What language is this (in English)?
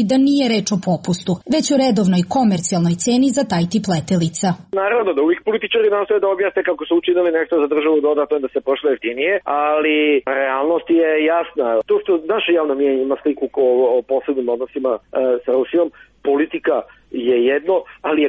Serbian